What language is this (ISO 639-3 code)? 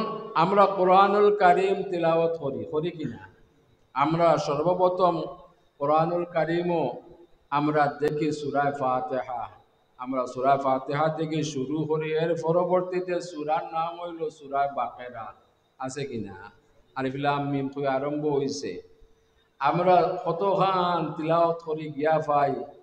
syl